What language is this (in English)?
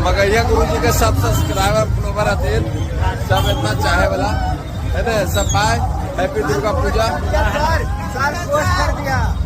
Magahi